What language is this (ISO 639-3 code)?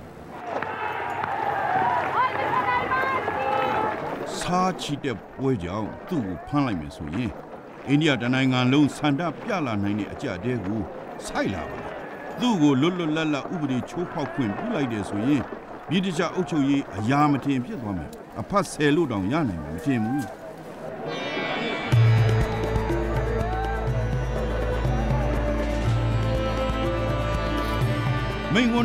mya